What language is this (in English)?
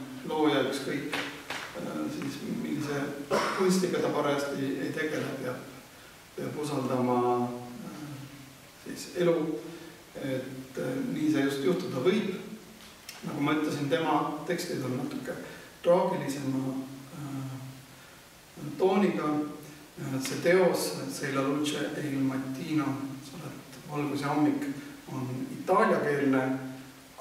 Estonian